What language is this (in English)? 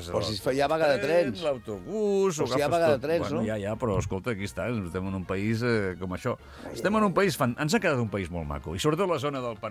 Catalan